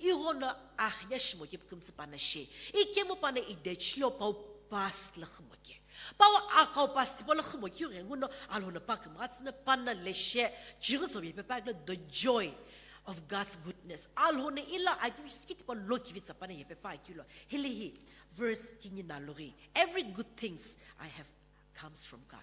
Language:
Sumi Naga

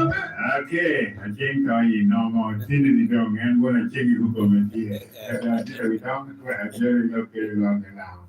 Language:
Lango (Uganda)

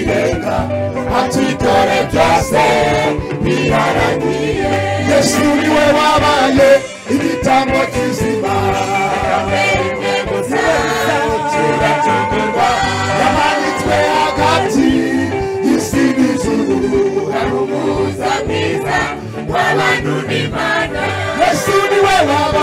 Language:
Kinyarwanda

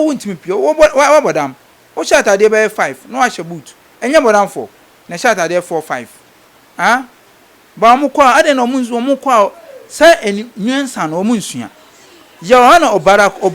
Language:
Akan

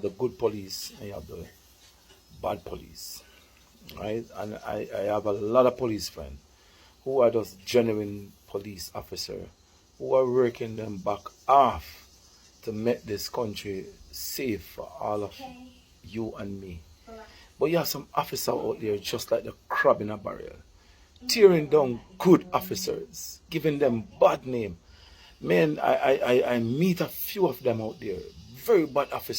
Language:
Jamaican Creole English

